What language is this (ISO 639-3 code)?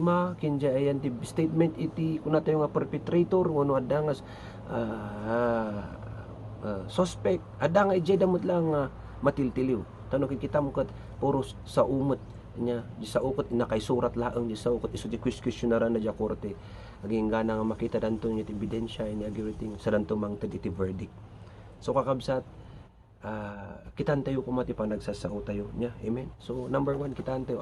ilo